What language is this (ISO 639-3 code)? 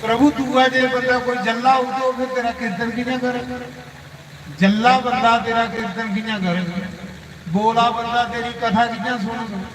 doi